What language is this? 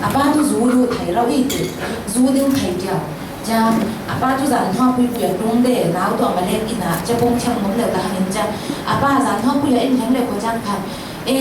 Falam Chin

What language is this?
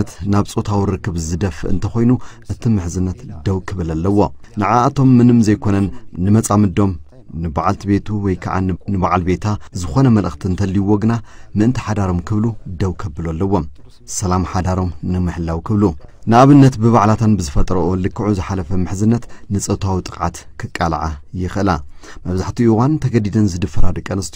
Tigrinya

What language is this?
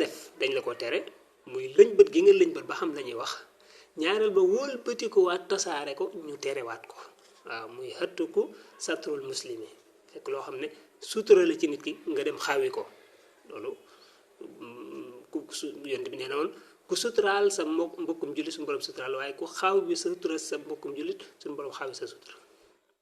Wolof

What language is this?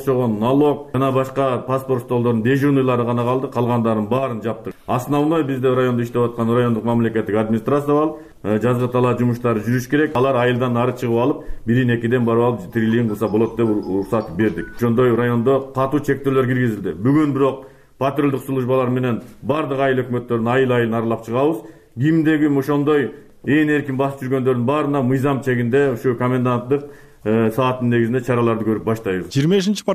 Kyrgyz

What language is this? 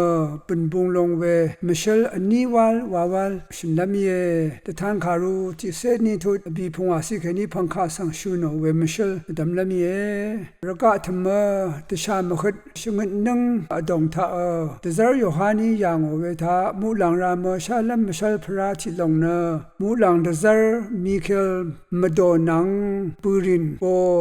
Rawang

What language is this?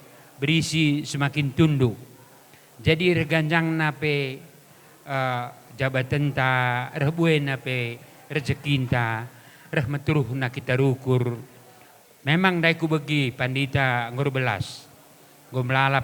Batak Karo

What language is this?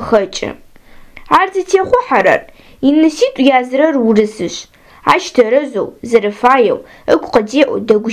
Adyghe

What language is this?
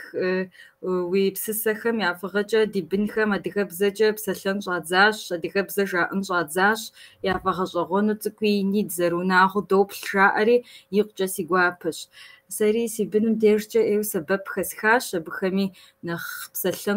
Kabardian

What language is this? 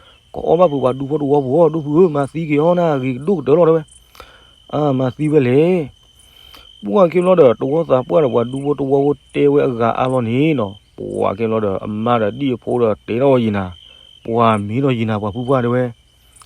S'gaw Karen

